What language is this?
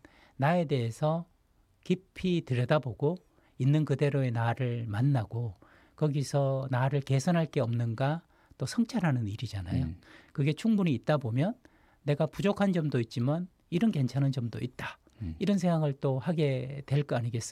Korean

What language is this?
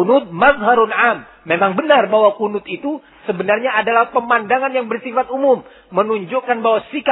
Indonesian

